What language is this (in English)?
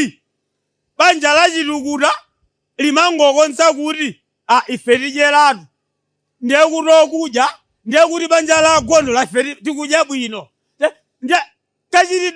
Nyanja